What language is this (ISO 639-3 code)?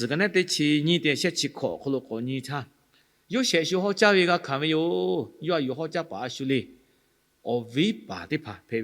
lhu